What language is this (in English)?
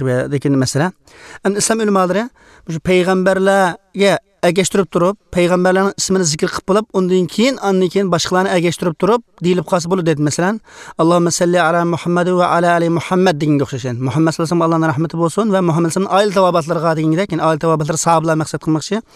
Uyghur